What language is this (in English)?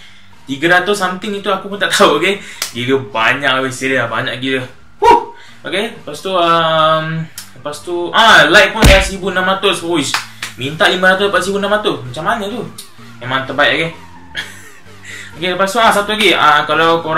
Malay